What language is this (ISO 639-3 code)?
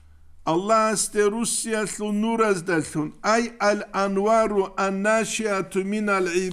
ava